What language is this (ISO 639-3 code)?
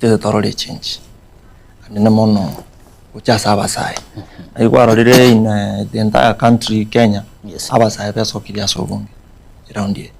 guz